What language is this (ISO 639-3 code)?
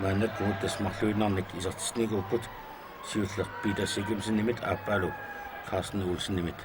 kal